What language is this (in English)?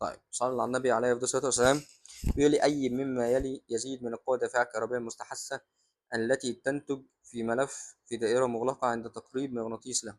Egyptian Arabic